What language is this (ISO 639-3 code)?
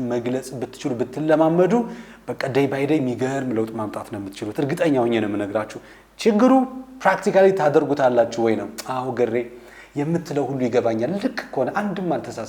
amh